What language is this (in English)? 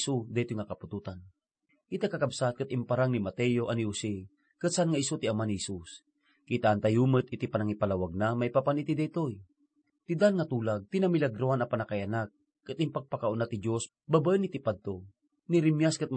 Iloko